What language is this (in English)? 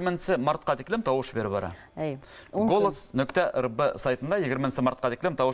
Bashkir